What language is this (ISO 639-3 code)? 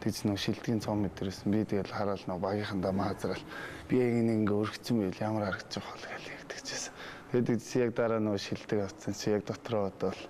mon